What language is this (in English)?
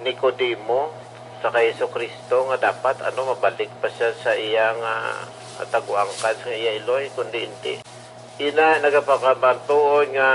Hiligaynon